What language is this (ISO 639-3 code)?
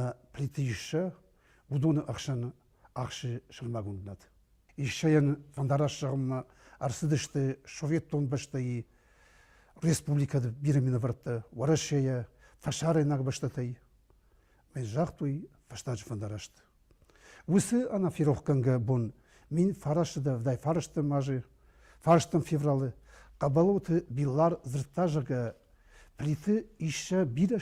oss